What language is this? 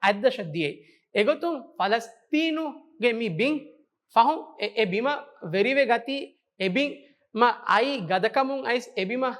Divehi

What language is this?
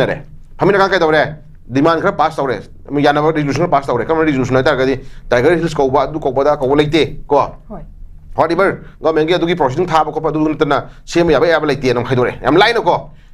Manipuri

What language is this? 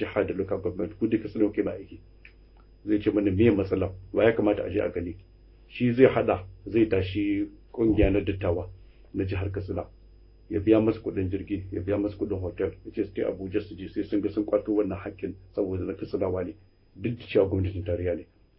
Hausa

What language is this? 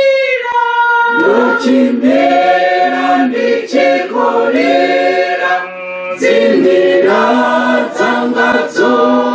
Venda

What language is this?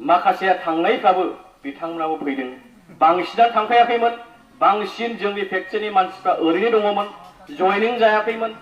Bodo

